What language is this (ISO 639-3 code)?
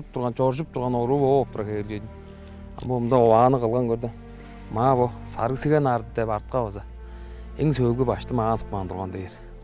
tyv